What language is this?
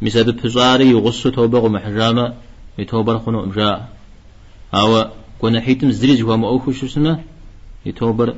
Kabardian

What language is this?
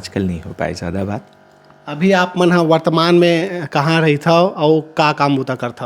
Chhattisgarhi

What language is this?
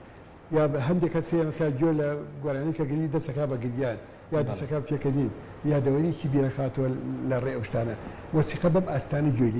Central Kurdish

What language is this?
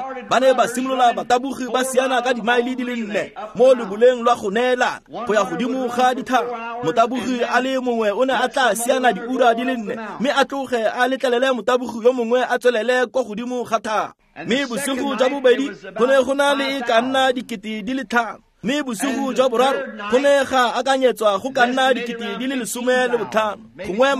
Tswana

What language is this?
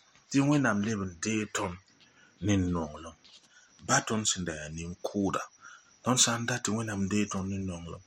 Mossi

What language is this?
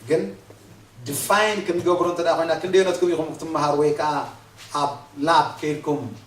Tigrinya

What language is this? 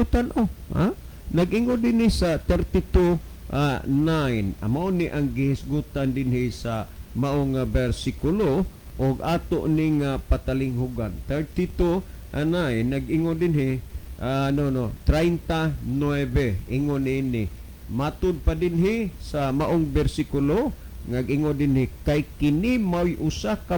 Cebuano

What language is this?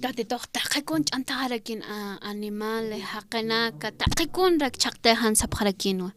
Aymara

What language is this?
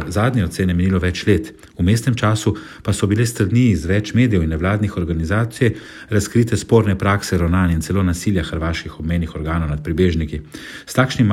Slovenian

